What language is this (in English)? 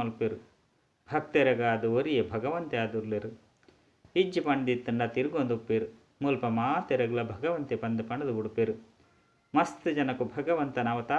Tulu